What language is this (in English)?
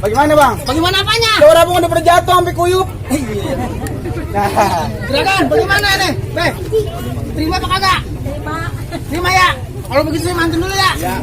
Betawi